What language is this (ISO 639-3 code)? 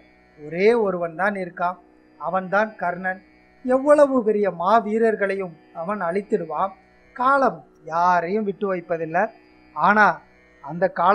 tam